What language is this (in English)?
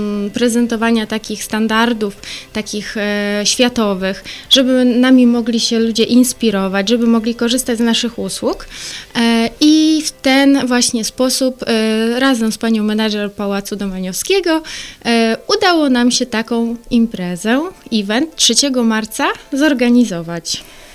Polish